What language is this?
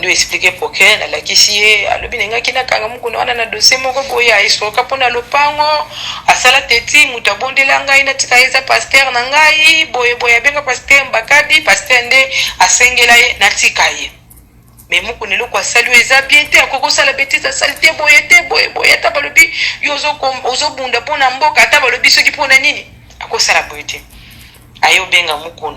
Lingala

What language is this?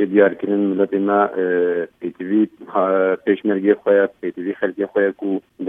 Kurdish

